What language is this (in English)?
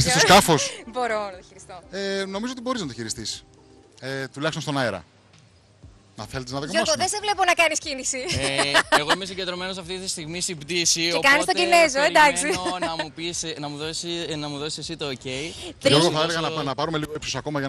Greek